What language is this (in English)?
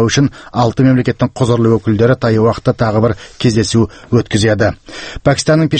Kazakh